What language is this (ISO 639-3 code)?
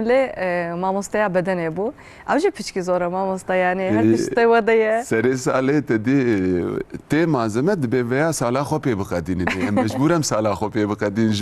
kur